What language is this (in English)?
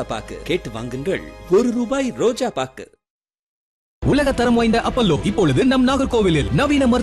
Tamil